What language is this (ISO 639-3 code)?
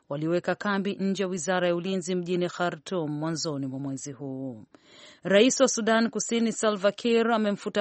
swa